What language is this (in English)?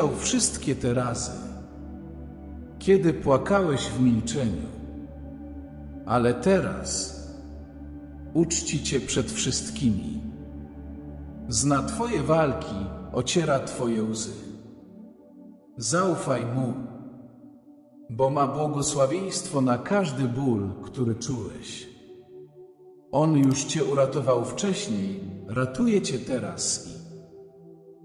Polish